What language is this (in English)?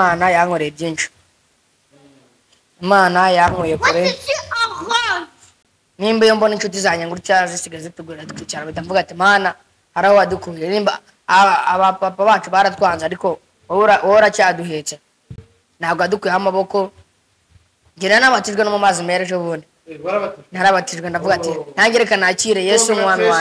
Kinyarwanda